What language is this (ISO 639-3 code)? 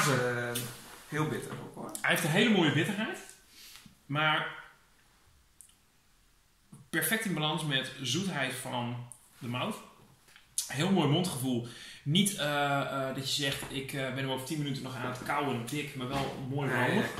nld